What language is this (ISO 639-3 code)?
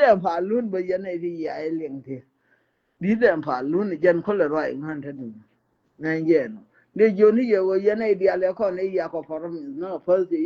nus